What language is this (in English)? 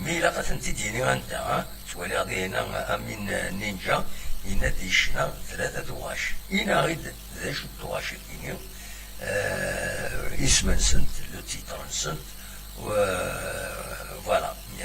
Kabyle